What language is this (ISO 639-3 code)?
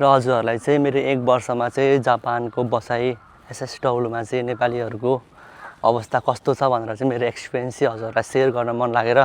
nep